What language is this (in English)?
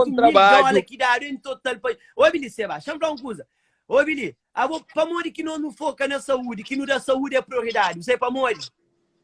Kabuverdianu